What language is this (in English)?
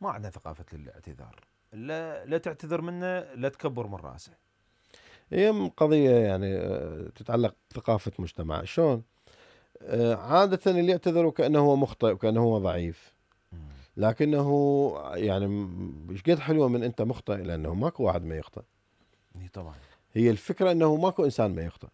Mesopotamian Arabic